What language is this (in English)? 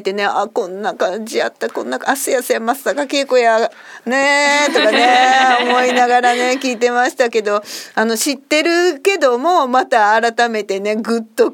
Japanese